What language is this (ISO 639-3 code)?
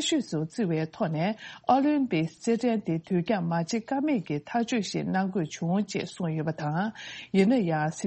bod